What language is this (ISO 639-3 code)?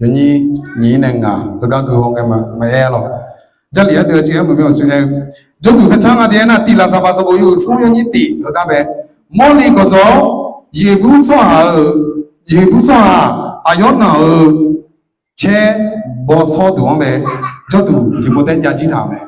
ahk